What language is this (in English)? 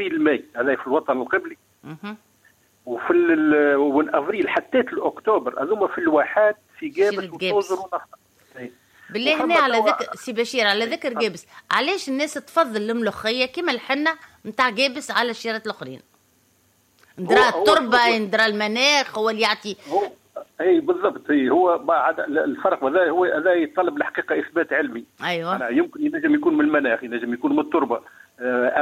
Tunisian Arabic